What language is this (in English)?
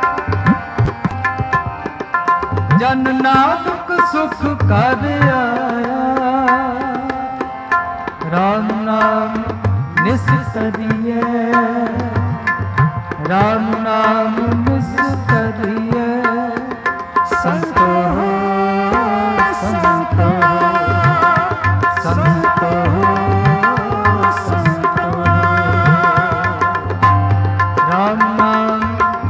Punjabi